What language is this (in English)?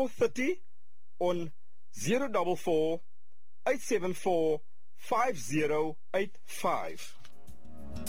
Afrikaans